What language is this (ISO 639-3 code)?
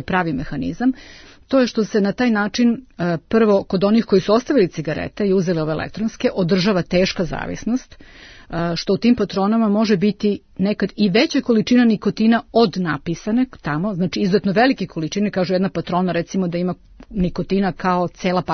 srp